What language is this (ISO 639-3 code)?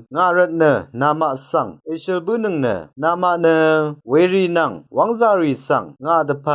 raw